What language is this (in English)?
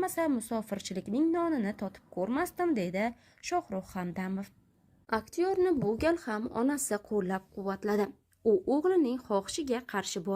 Uzbek